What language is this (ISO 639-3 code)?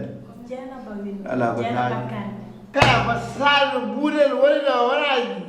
ful